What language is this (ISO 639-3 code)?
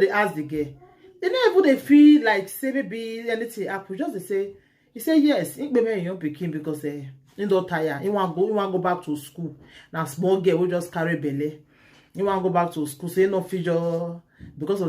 pcm